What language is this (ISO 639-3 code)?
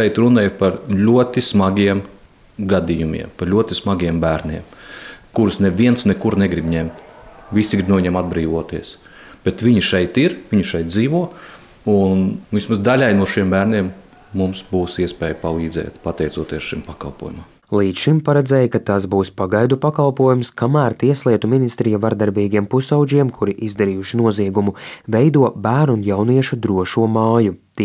lav